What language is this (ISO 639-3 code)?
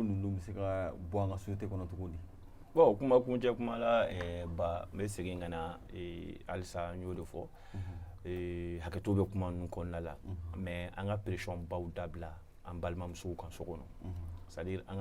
bam